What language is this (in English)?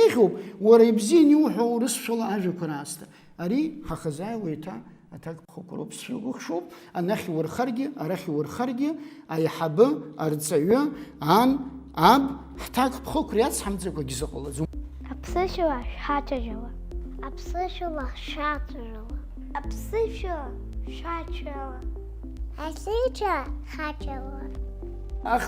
Abkhazian